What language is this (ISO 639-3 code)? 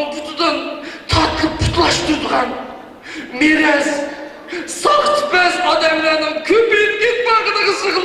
uig